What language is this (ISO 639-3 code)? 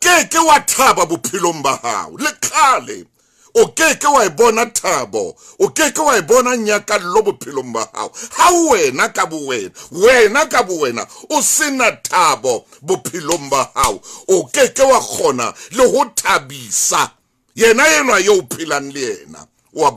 sot